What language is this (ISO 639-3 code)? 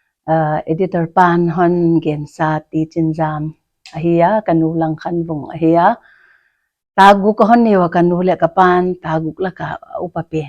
pck